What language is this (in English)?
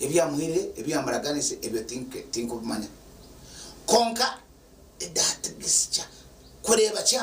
Nyankole